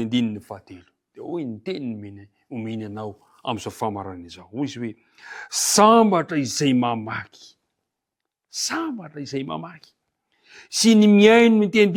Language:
Malagasy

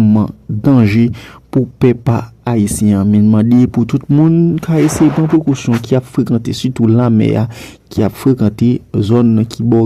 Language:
Haitian Creole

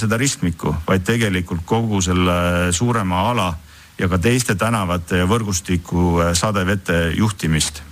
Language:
Estonian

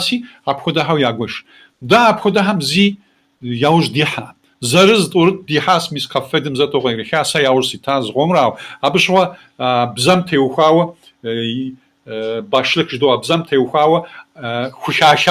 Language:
Kabardian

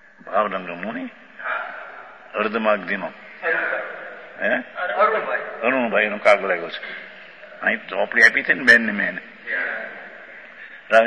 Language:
Gujarati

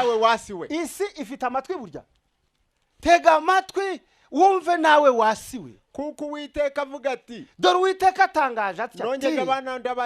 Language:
Kinyarwanda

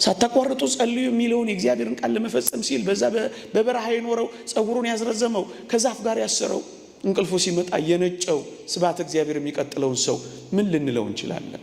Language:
Amharic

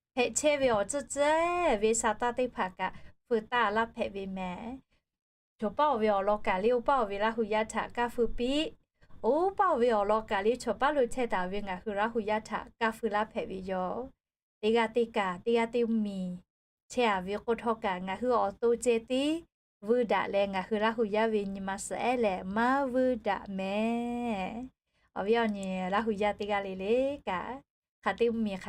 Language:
Lahu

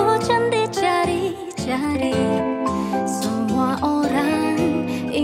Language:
Indonesian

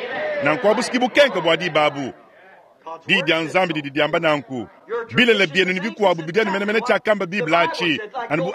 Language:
Luba-Lulua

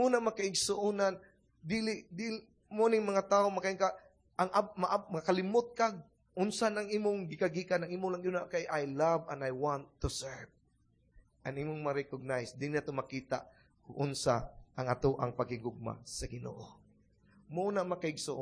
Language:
Cebuano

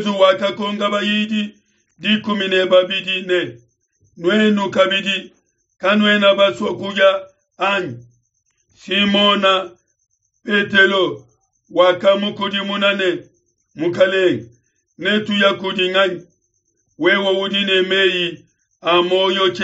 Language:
Luba-Lulua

